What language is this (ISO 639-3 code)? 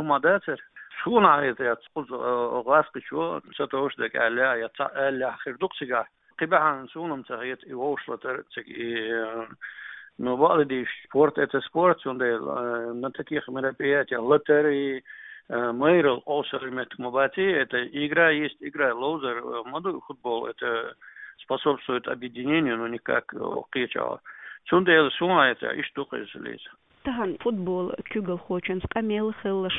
che